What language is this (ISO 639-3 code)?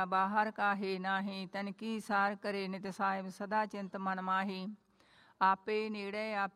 pan